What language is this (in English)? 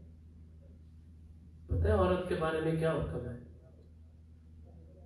Urdu